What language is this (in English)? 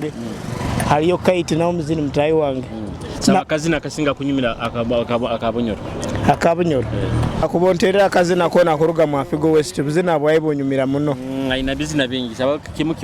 Nyoro